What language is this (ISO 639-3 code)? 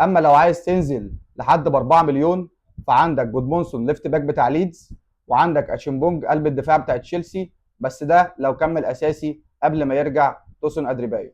arz